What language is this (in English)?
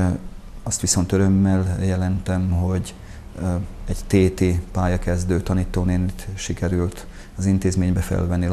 Hungarian